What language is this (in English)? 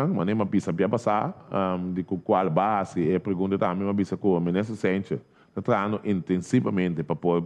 Papiamento